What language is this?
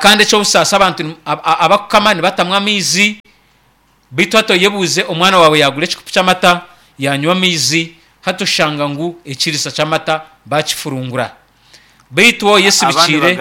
Nyankole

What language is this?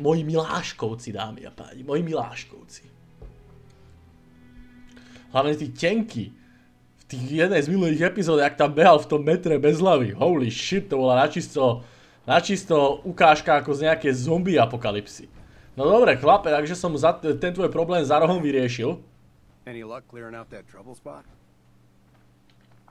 Slovak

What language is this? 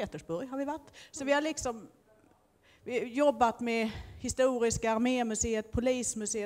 Swedish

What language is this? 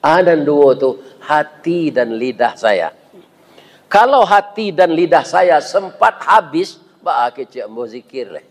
Minangkabau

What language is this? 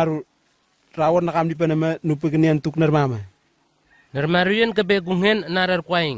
Southwest Tanna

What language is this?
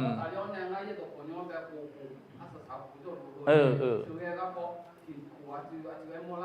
Akha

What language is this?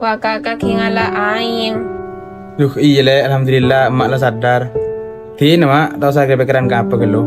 Madurese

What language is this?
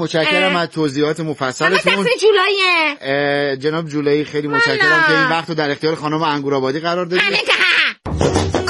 Persian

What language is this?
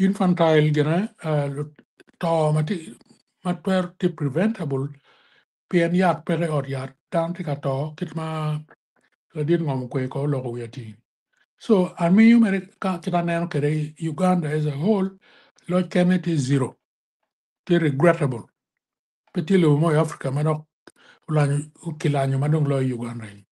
Acoli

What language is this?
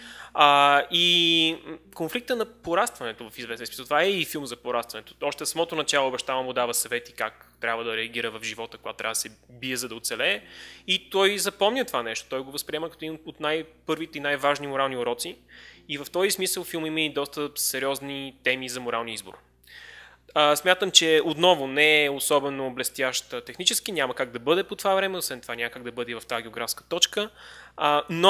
Bulgarian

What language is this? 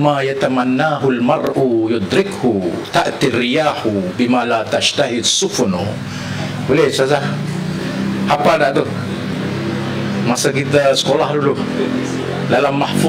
Malay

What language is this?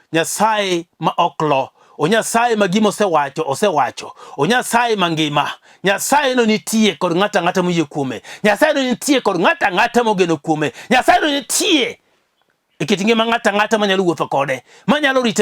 Luo (Kenya and Tanzania)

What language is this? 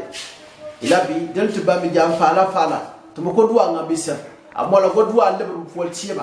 Gourmanchéma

